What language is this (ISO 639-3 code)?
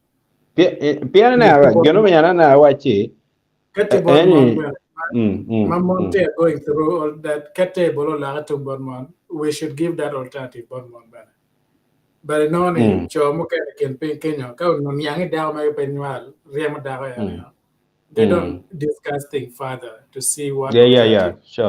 ach